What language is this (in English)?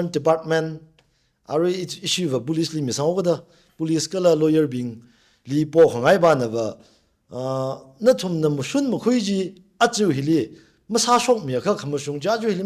Tangkhul Naga (India)